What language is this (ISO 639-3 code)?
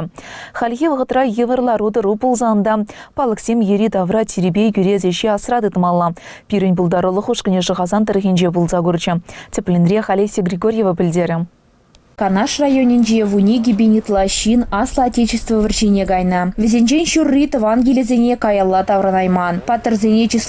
chv